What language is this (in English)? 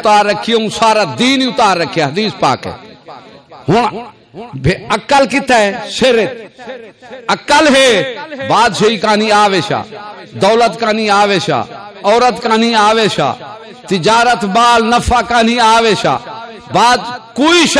Saraiki